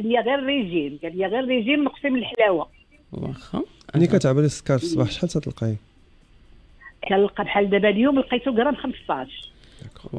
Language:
Moroccan Arabic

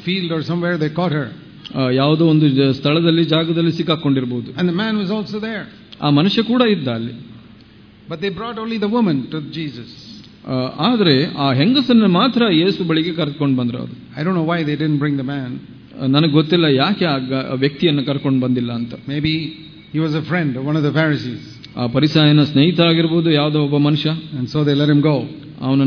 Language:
Kannada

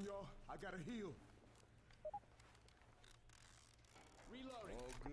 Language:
English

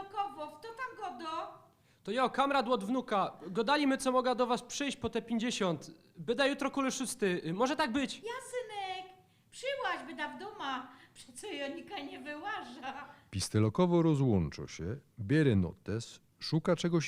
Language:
Silesian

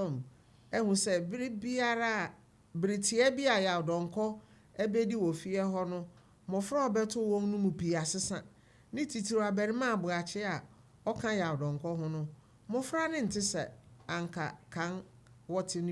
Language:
Akan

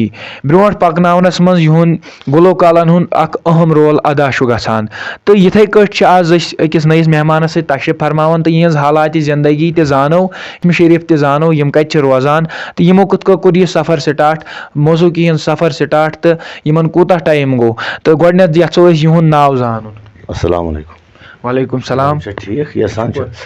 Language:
Kashmiri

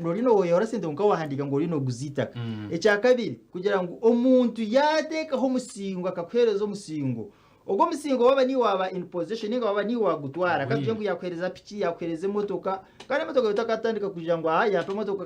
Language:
Nyankole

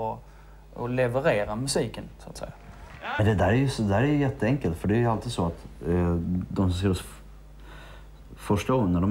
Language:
Swedish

